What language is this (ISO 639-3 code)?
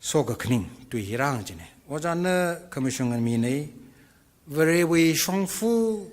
nmf